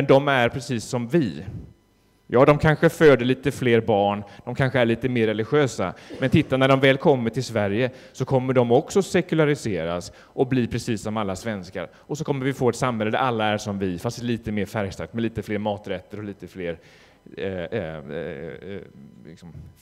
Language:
Swedish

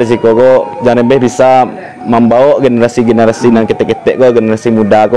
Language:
Minangkabau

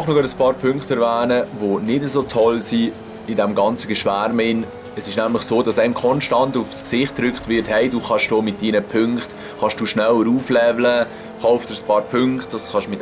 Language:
Swiss German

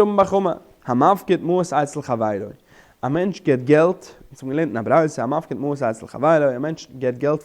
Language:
Yiddish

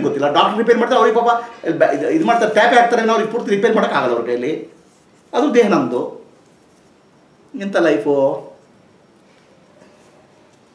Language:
Kannada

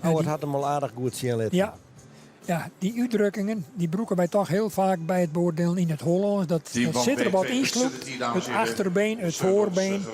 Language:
Western Frisian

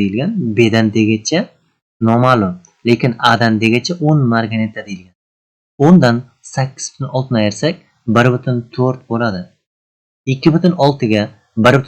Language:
Uzbek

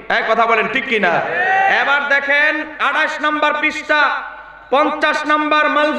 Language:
Bangla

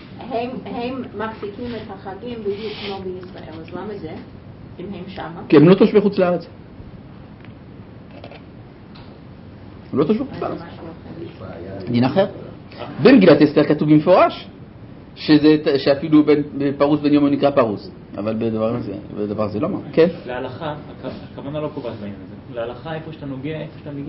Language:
Hebrew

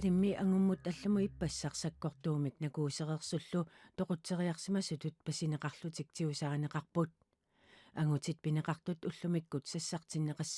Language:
Kalaallisut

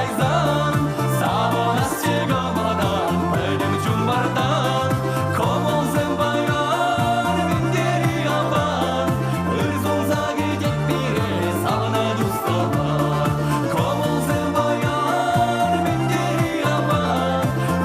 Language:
Chuvash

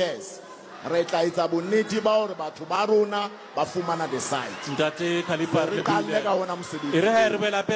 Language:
Southern Sotho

